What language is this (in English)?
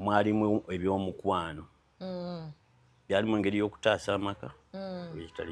Ganda